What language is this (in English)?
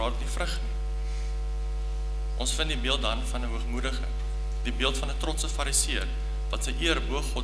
Afrikaans